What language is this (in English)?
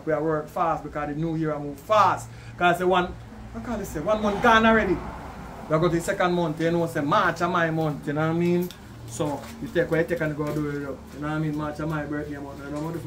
Jamaican Creole English